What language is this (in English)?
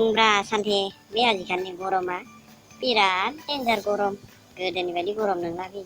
Bodo